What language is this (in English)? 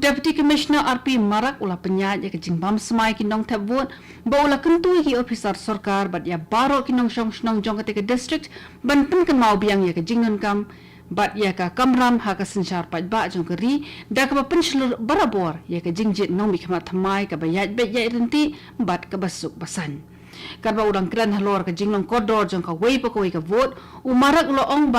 Khasi